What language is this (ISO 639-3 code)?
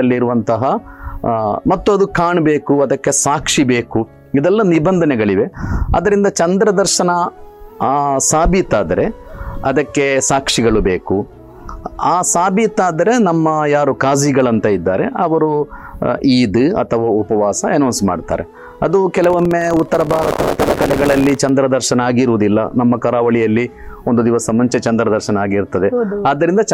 kan